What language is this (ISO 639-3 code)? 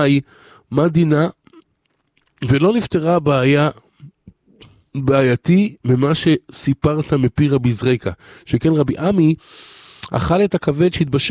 heb